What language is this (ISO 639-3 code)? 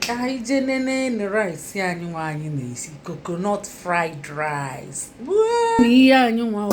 ibo